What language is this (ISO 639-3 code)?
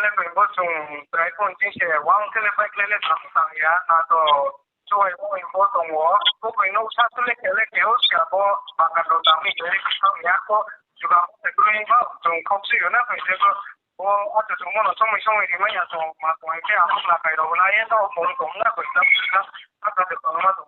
ria